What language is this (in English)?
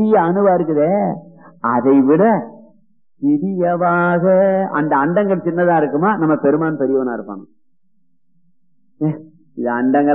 Tamil